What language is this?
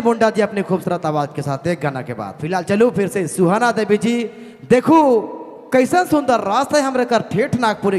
Sadri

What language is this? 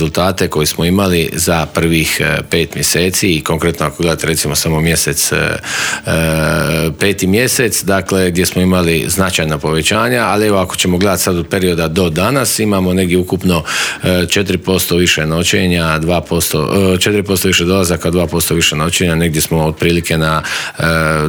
Croatian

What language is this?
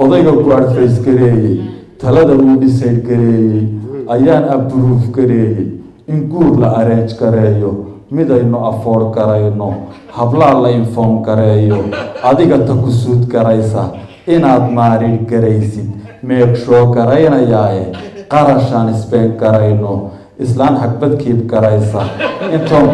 Somali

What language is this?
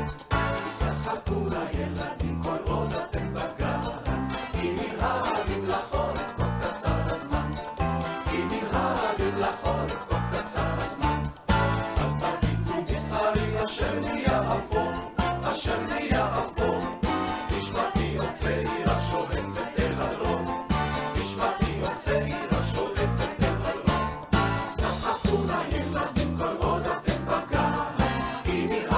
Hebrew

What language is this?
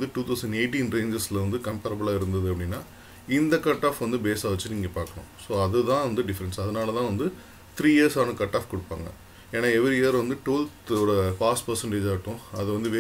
Tamil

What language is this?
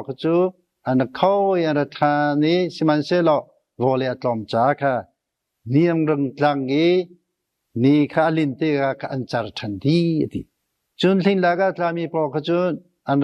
Hakha Chin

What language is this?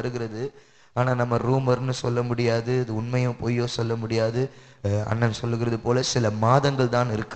Tamil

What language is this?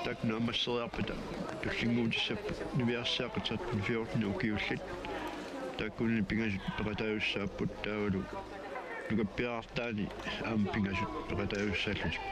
Kalaallisut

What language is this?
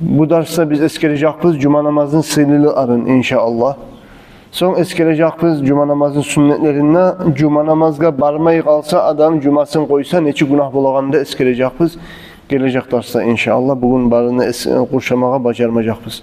Kumyk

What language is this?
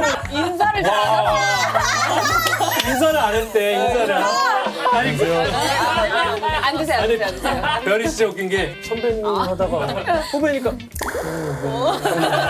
Korean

